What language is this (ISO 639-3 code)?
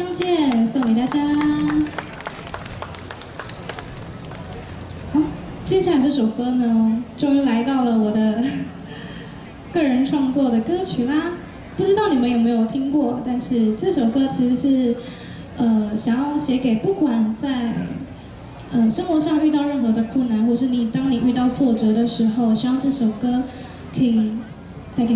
zho